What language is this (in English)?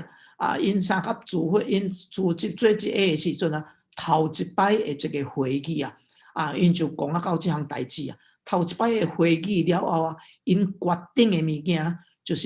Min Nan Chinese